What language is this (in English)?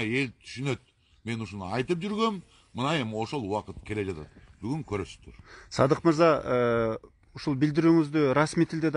Kyrgyz